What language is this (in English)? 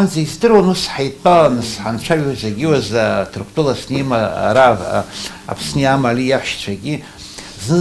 Abkhazian